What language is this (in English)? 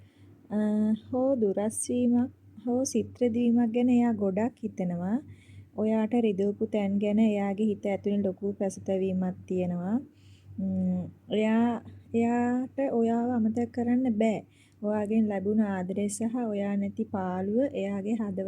Sinhala